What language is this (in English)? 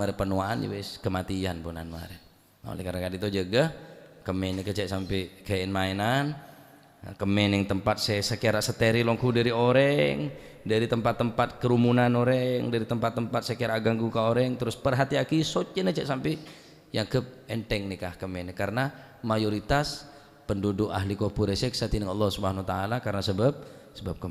Madurese